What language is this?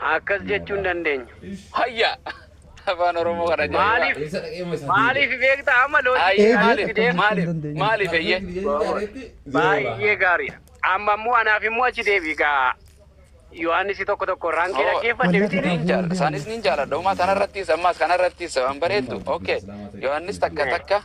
Oromo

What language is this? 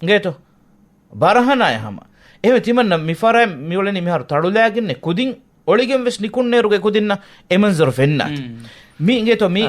Divehi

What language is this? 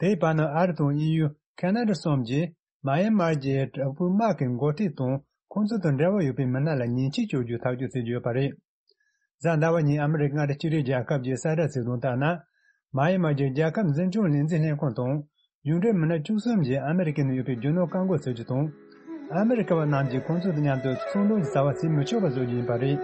Tibetan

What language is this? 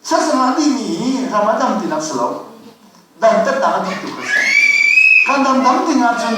Hakha Chin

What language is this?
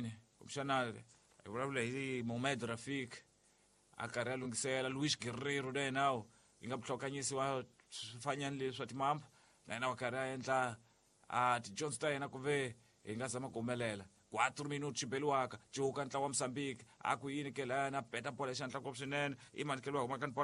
Tsonga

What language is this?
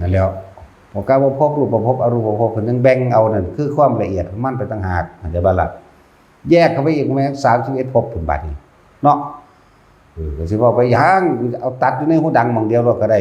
Northeastern Thai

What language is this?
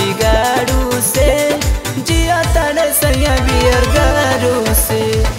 Bhojpuri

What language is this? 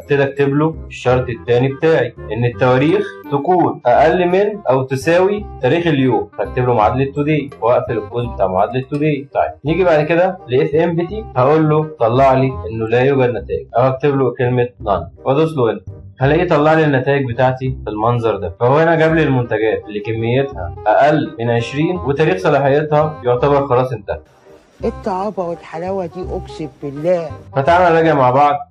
Egyptian Arabic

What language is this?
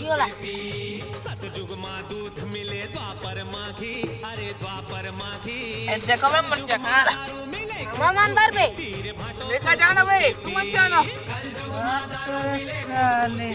Chhattisgarhi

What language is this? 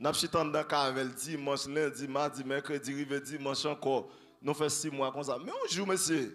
Haitian Creole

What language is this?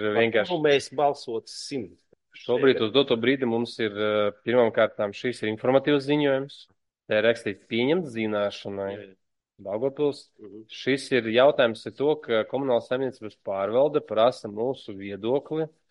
Latvian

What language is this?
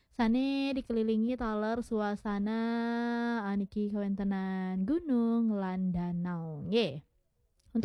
Balinese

